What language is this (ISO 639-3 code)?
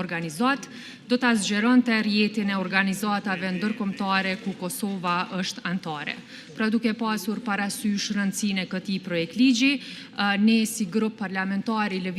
sqi